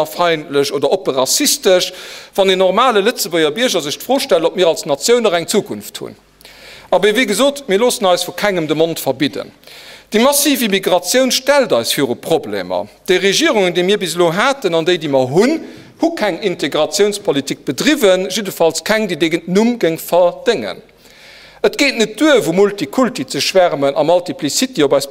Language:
Luxembourgish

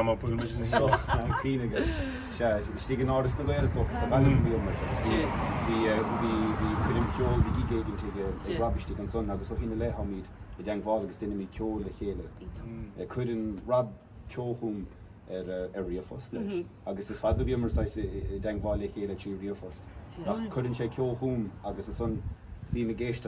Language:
Irish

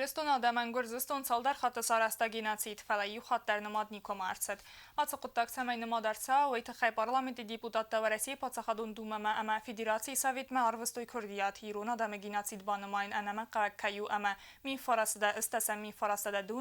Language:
Ossetic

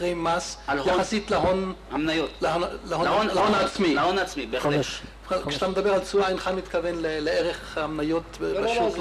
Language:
Hebrew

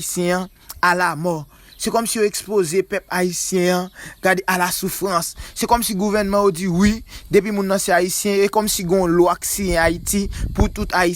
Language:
Haitian Creole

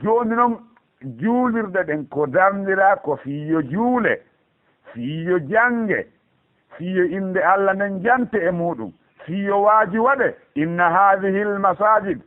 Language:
Fula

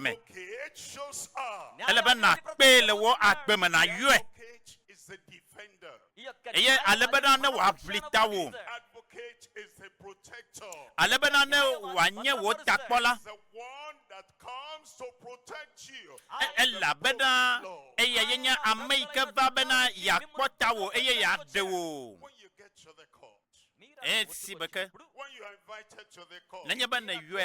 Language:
Ewe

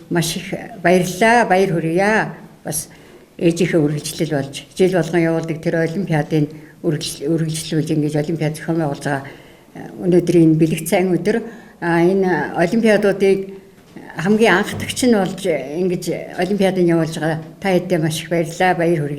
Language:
Mongolian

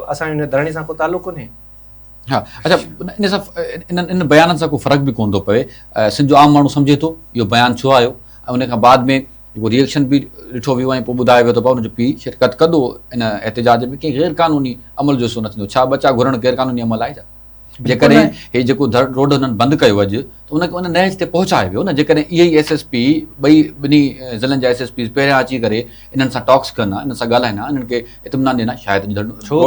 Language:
Sindhi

